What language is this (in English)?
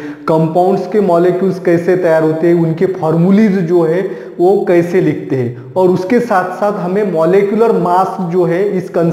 Hindi